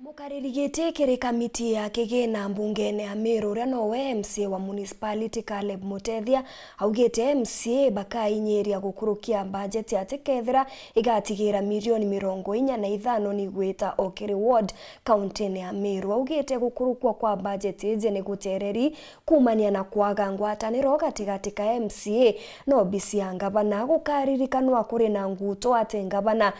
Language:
Meru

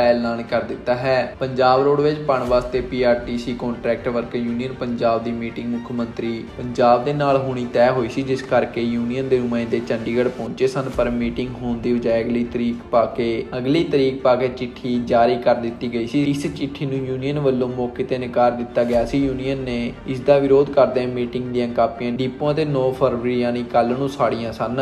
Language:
Punjabi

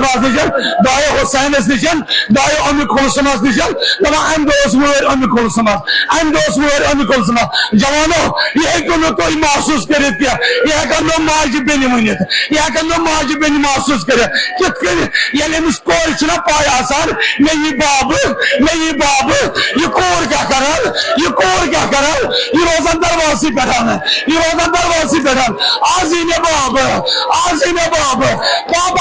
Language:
Kashmiri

